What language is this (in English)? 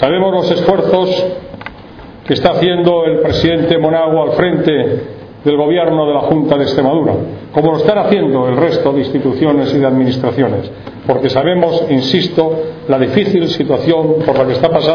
Spanish